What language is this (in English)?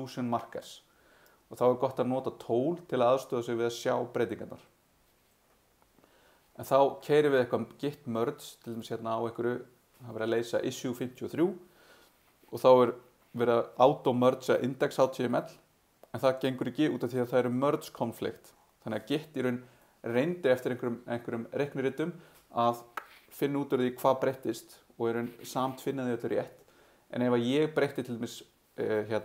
Icelandic